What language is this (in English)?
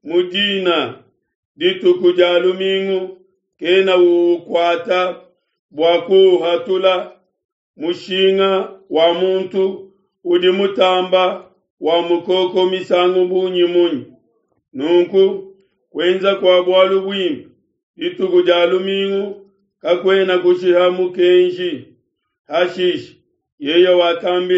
Luba-Lulua